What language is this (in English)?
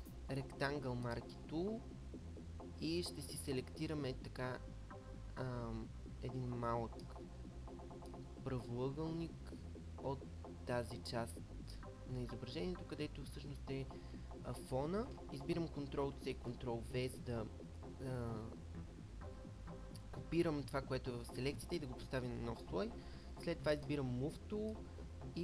Bulgarian